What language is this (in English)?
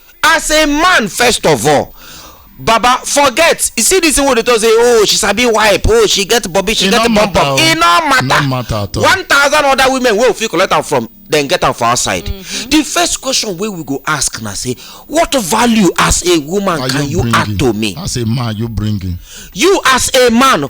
Nigerian Pidgin